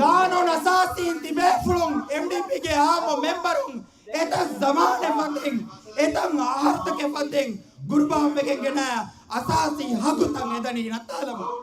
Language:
Divehi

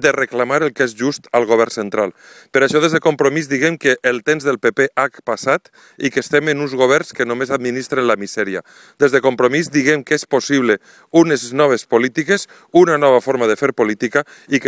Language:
Catalan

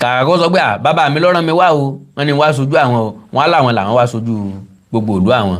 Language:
Yoruba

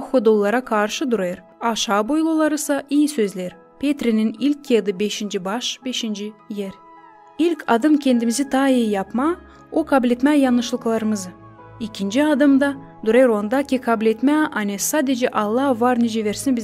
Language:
Gagauz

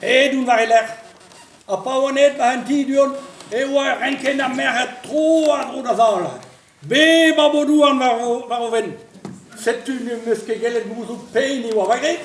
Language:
Breton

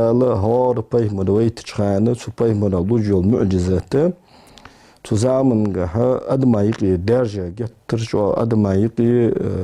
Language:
Ingush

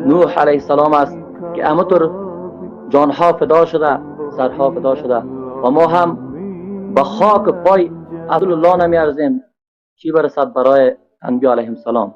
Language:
Persian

